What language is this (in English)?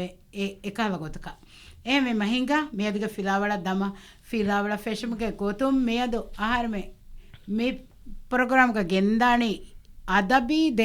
Divehi